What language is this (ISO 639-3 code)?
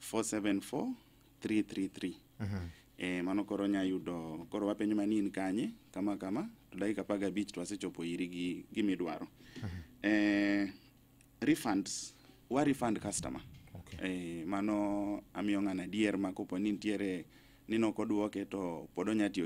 luo